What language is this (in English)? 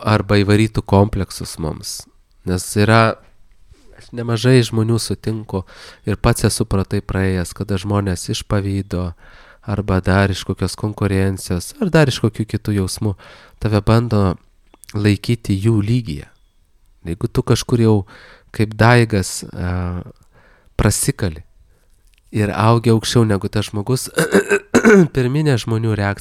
Lithuanian